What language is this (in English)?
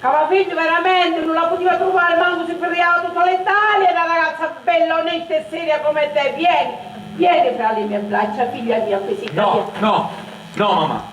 Sicilian